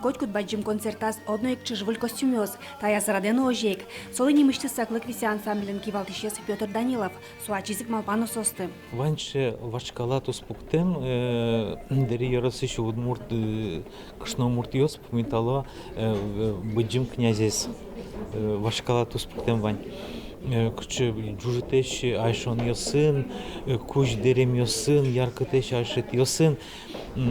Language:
Udmurt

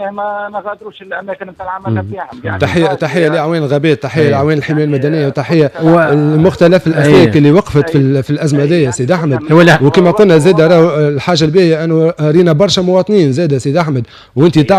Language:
Tunisian Arabic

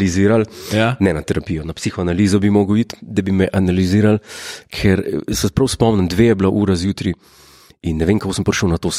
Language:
Slovenian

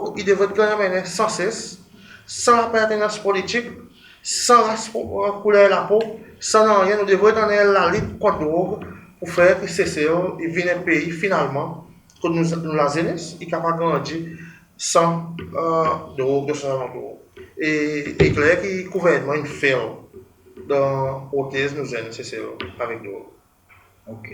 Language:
Seselwa Creole French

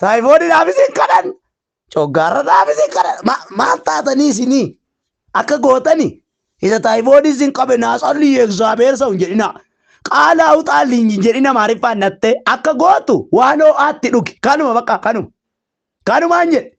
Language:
Oromo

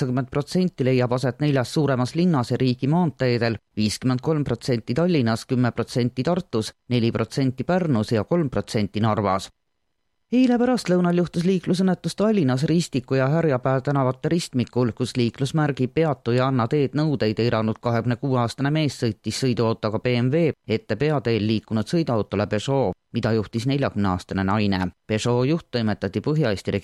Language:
Estonian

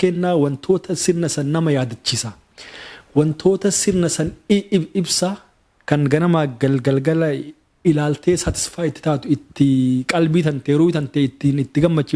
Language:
Oromo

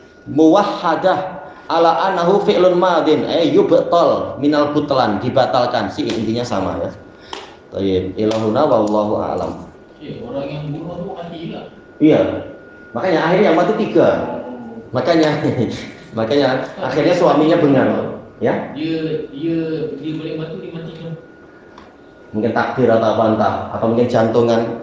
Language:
Indonesian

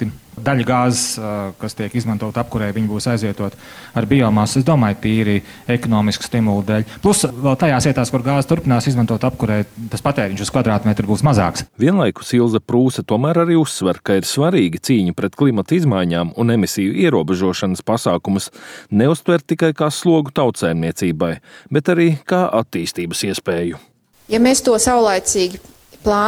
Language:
Latvian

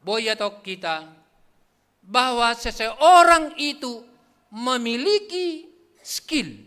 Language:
Batak Simalungun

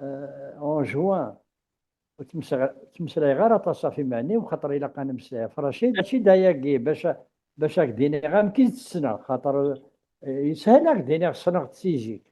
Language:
Kabyle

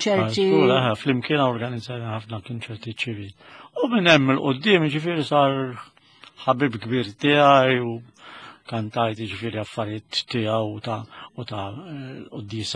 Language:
Maltese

